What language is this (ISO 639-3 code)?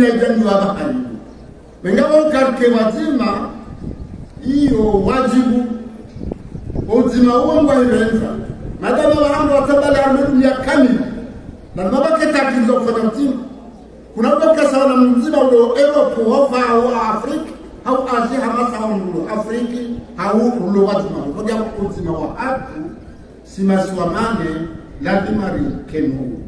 swa